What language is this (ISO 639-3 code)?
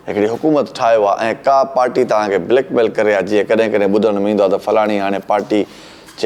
snd